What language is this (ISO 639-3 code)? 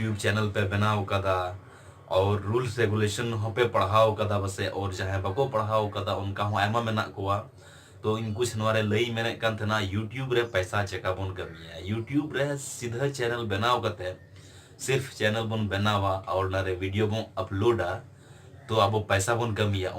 sat